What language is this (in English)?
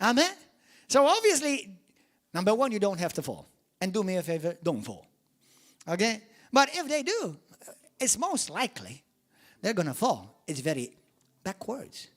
English